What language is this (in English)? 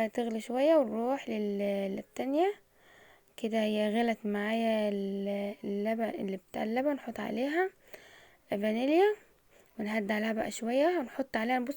Egyptian Arabic